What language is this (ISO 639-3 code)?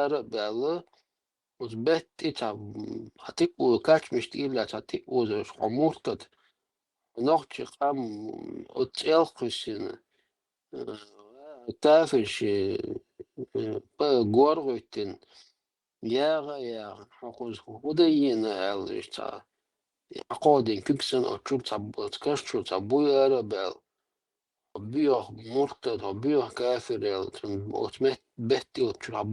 che